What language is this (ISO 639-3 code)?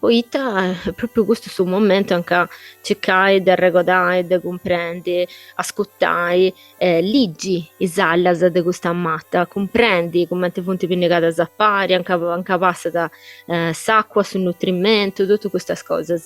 srd